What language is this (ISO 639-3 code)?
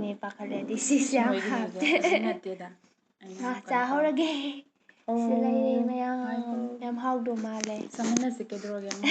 mni